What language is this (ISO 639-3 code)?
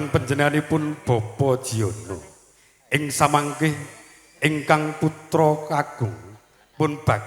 jav